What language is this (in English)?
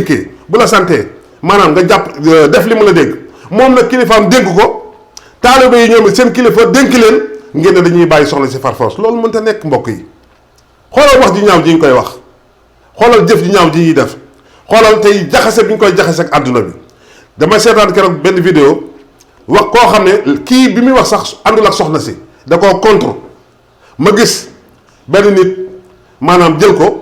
Wolof